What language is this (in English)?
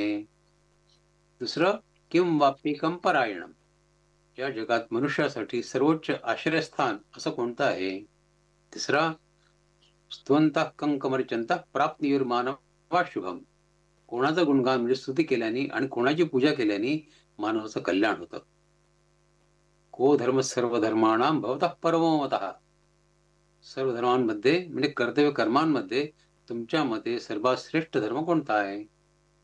Marathi